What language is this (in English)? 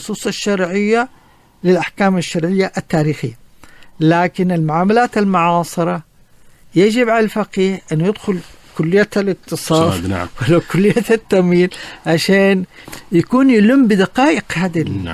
Najdi Arabic